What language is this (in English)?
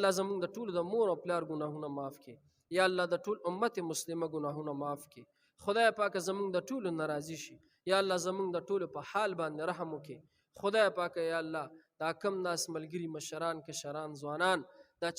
Pashto